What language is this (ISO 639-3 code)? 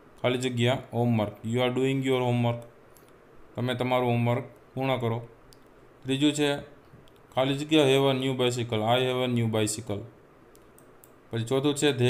guj